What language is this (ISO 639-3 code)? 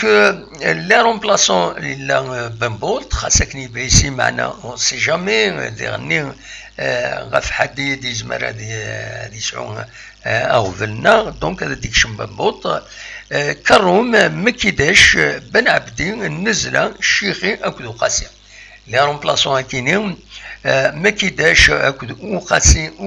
kab